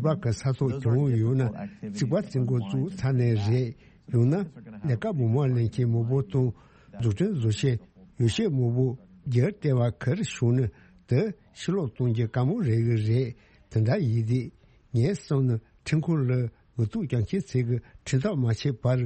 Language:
Tibetan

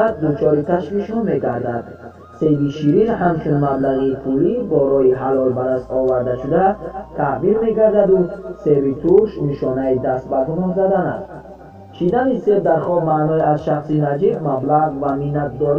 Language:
Tajik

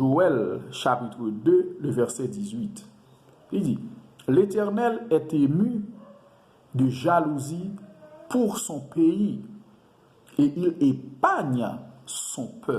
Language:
Haitian Creole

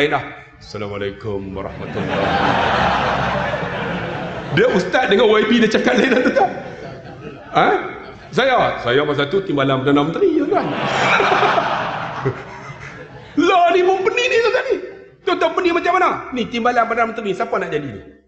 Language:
Malay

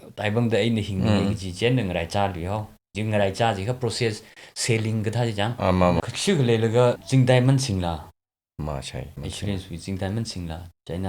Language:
Tangkhul Naga (India)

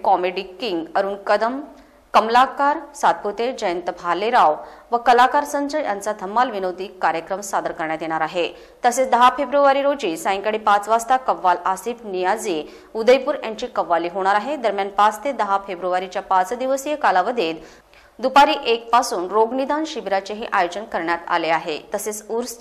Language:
Marathi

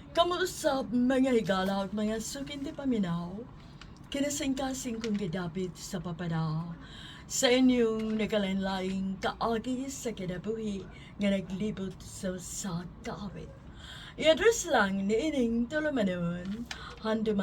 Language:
Cebuano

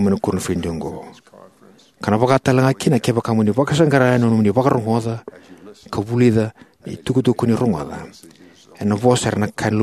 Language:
Fijian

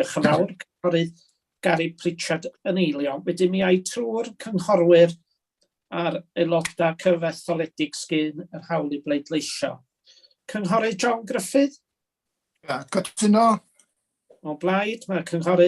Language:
Welsh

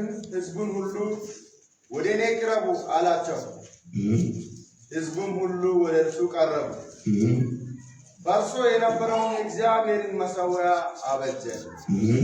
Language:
Amharic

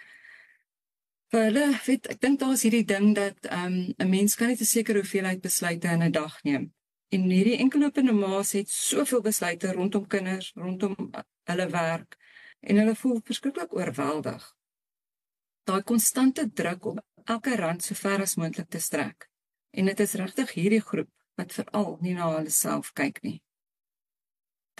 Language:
Afrikaans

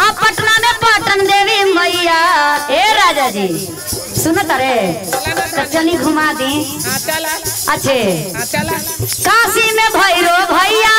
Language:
Magahi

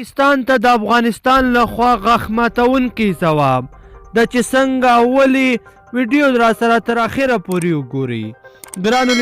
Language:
Pashto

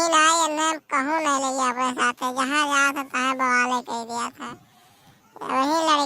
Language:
Awadhi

